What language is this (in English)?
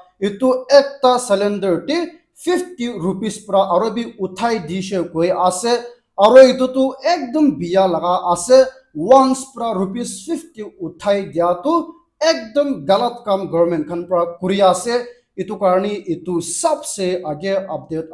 Naga Pidgin